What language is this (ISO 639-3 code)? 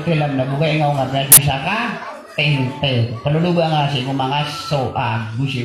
mrw